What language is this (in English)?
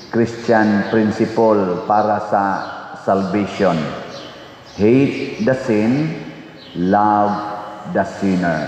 Cebuano